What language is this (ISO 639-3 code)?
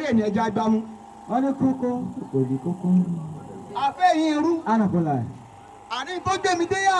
yor